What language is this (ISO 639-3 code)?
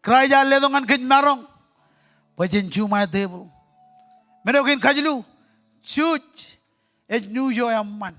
mah